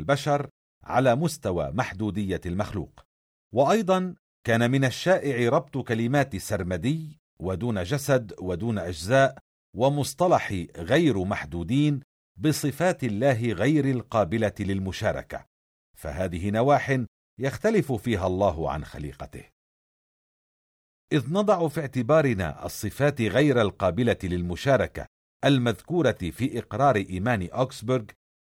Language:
Arabic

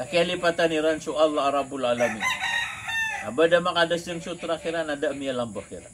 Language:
Maranao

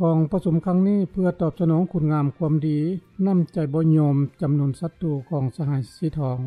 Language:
Lao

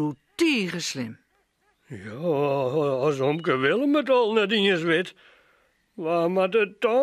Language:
Western Frisian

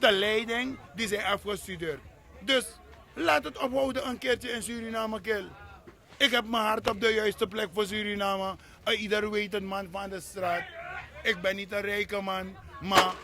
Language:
Sranan Tongo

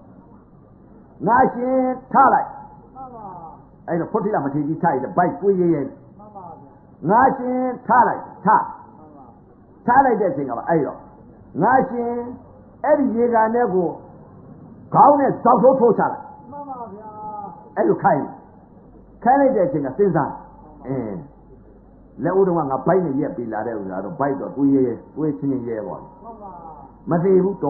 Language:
Burmese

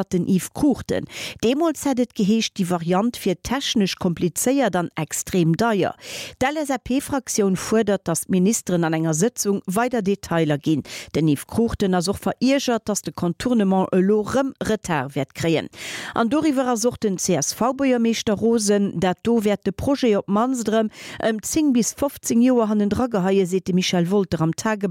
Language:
Luxembourgish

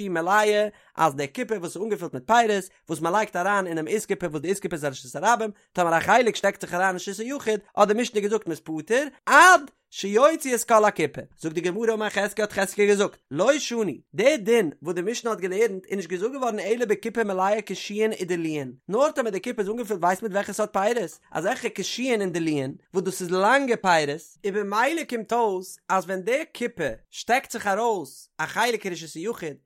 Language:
Yiddish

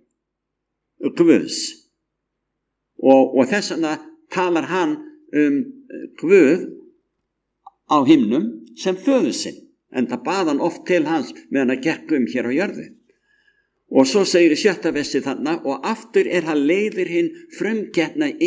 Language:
Icelandic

